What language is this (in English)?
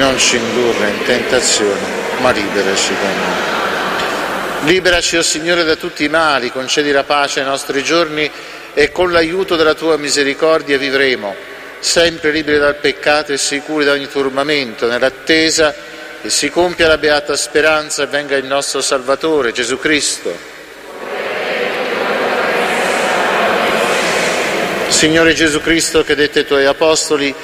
Italian